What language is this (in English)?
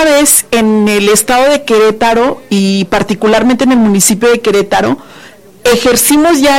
Spanish